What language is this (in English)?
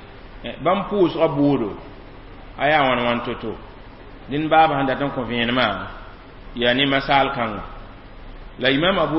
Mossi